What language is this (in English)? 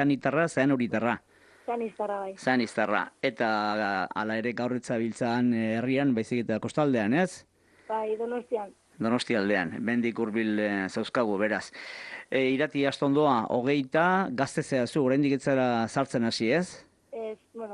Basque